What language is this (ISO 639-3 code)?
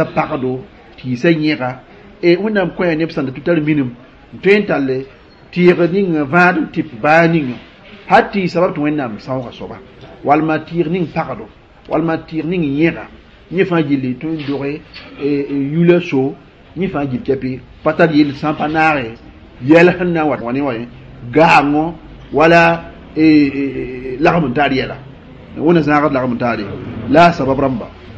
mos